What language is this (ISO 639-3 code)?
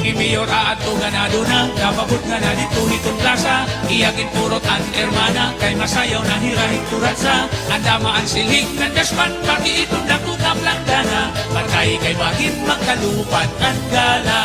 war